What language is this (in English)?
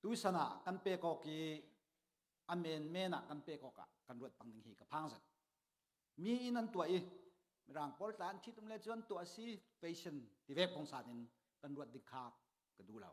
Falam Chin